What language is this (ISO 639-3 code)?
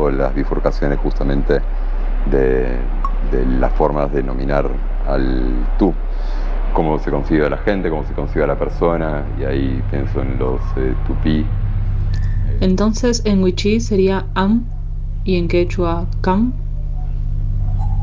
spa